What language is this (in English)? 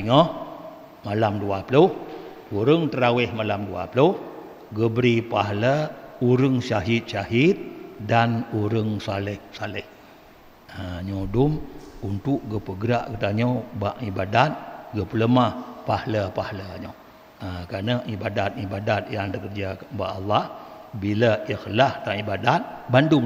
Achinese